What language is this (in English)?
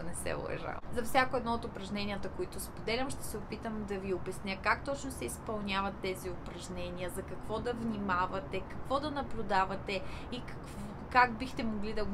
Bulgarian